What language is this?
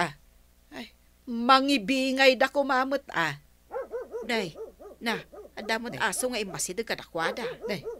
Iloko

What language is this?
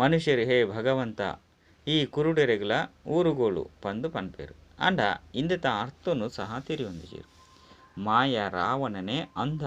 Tulu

